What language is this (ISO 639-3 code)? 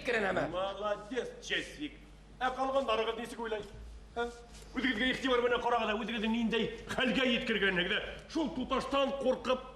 bak